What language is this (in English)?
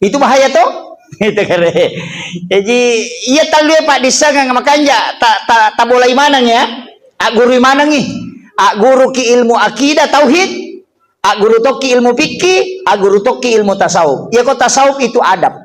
Buginese